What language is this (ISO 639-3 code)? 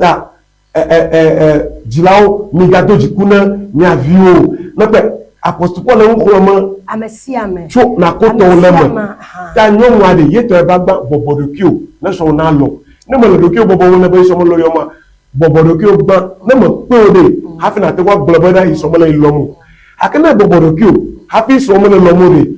ewe